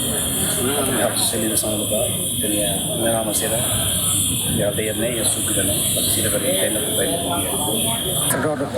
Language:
Tetum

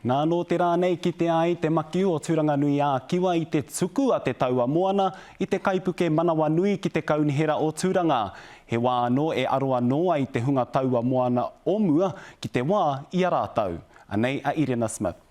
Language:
Māori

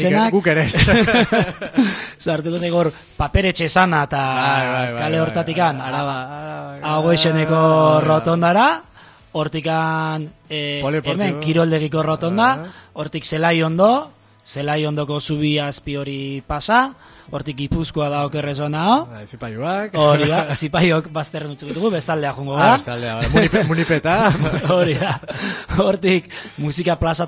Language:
Basque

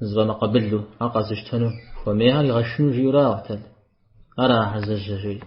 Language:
Kabardian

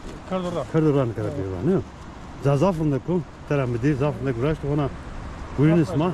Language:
Zaza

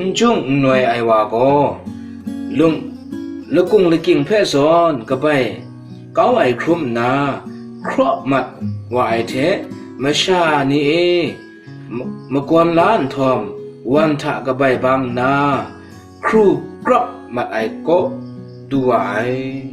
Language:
Kachin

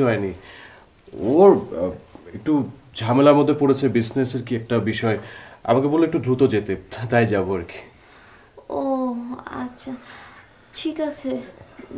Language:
Bangla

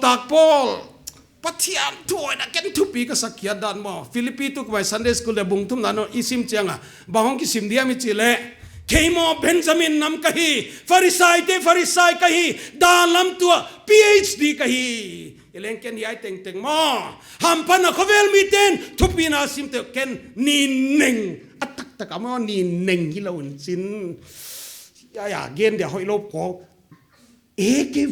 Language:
Paite Chin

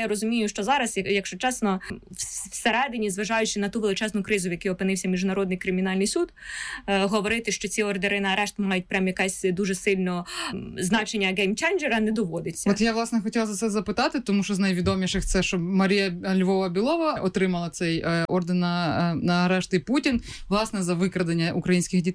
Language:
Ukrainian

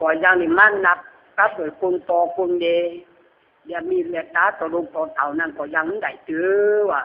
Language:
Lü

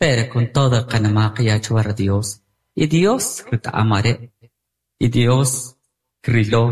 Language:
Kʼicheʼ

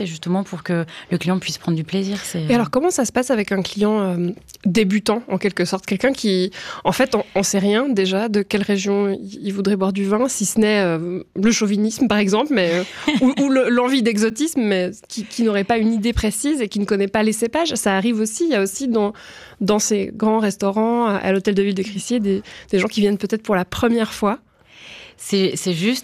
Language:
French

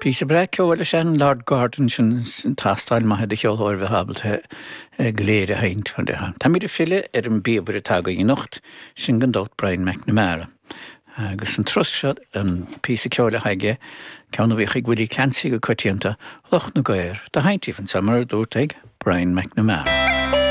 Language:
Irish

